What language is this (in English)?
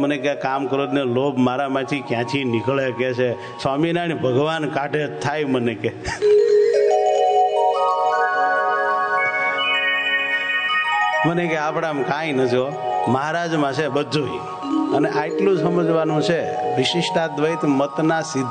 Gujarati